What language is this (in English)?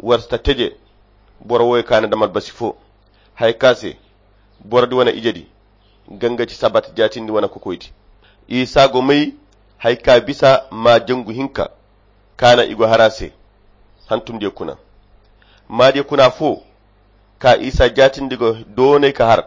Koyra Chiini